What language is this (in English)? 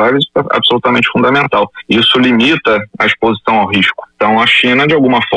Portuguese